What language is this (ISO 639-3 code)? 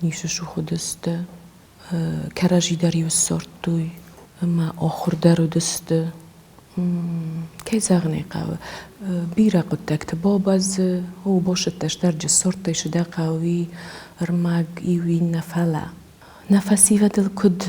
oss